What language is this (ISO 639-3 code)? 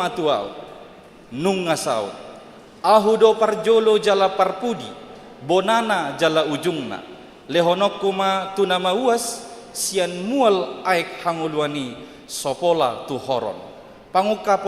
bbc